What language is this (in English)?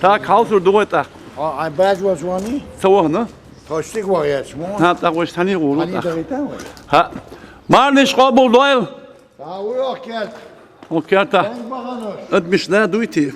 Chechen